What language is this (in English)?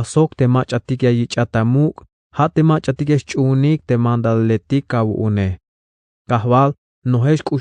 Tzeltal